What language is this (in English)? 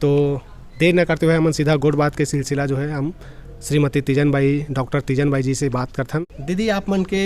Chhattisgarhi